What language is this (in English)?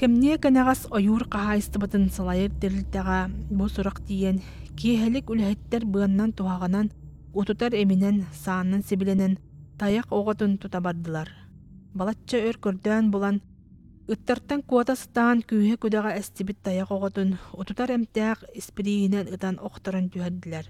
Yakut